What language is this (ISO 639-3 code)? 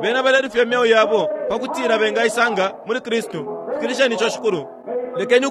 bem